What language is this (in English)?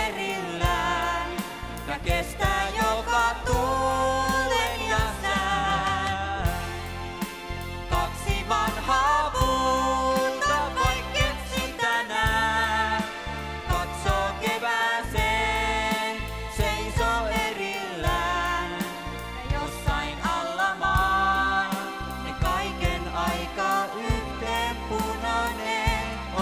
Finnish